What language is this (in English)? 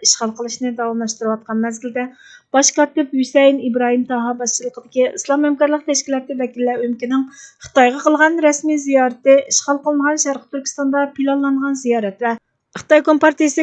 Uyghur